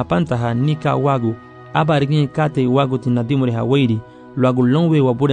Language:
Garifuna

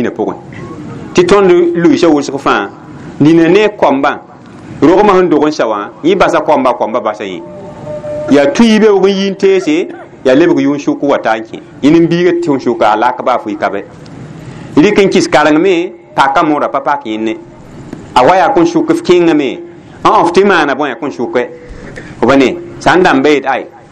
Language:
Mossi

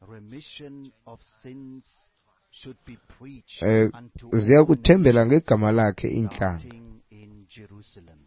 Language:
Xhosa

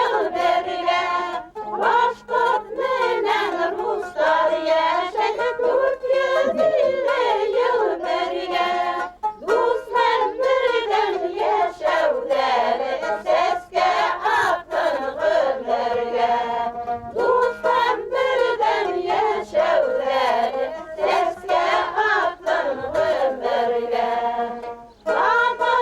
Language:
Bashkir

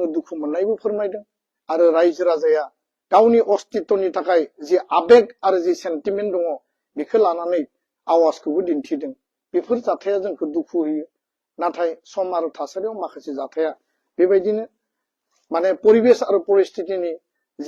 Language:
Bodo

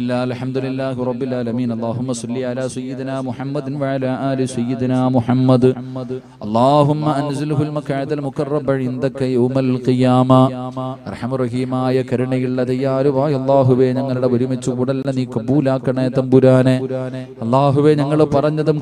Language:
Malayalam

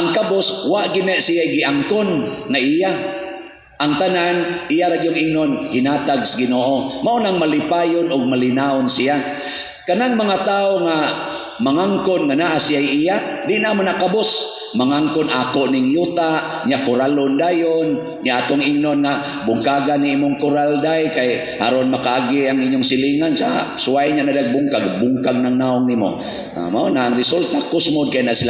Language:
Cebuano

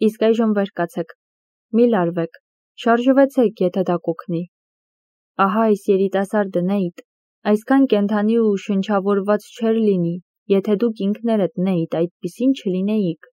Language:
Armenian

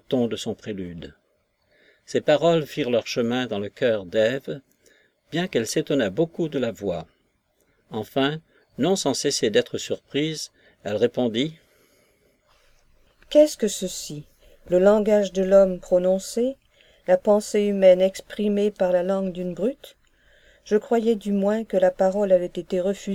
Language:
French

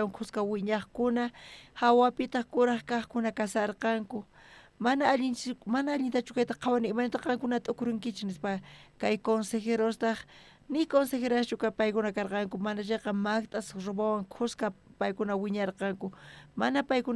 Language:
South Bolivian Quechua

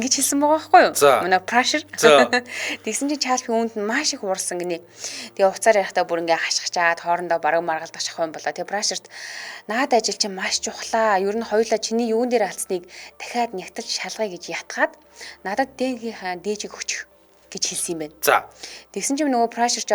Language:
Mongolian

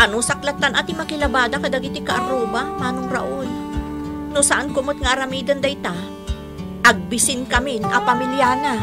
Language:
Iloko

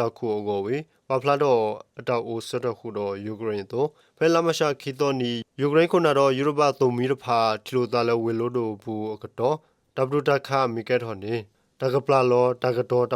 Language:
S'gaw Karen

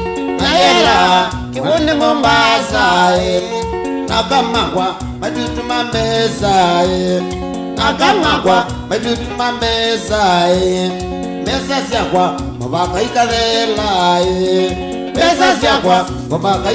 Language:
Kamba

